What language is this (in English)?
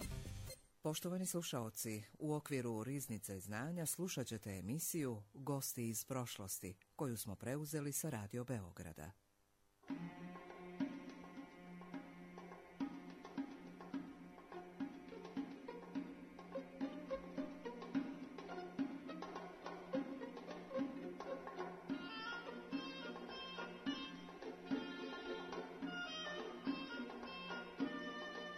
Serbian